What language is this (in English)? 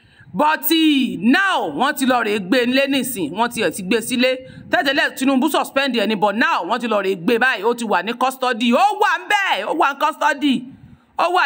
Yoruba